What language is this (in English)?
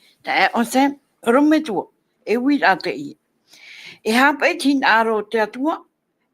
Tahitian